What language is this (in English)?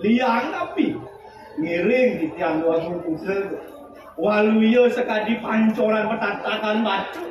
Balinese